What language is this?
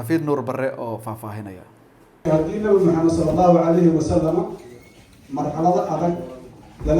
Somali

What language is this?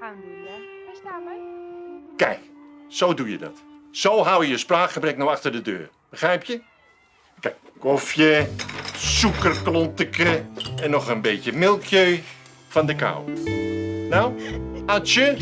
Western Frisian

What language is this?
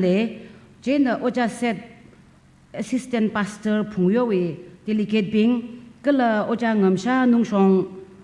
Tangkhul Naga (India)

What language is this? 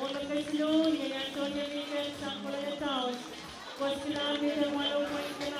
Pohnpeian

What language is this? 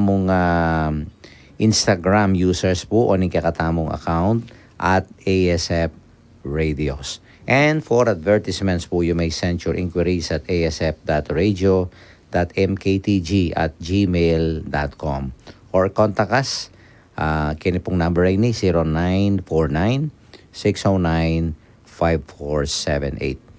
Pampanga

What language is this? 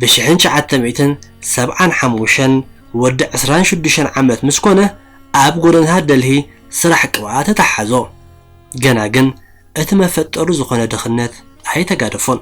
Tigrinya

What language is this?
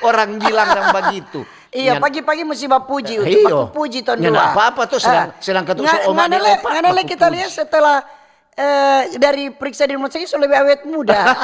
Manado Malay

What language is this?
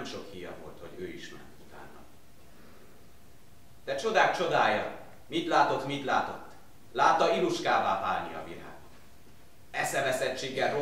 Hungarian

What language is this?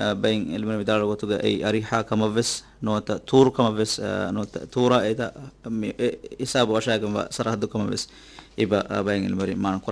Divehi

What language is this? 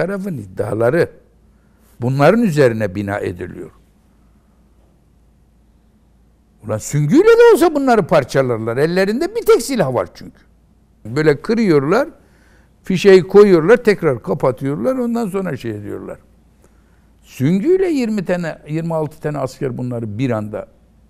Turkish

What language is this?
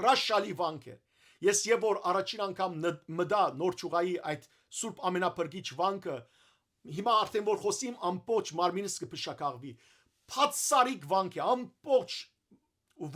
Western Armenian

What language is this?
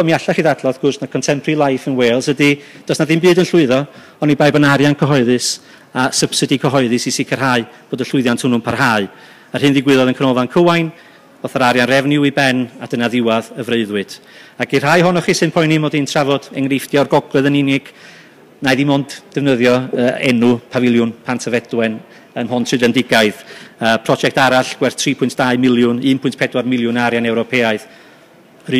Welsh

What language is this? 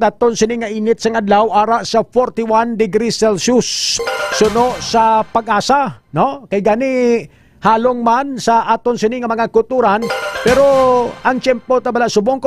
Hiligaynon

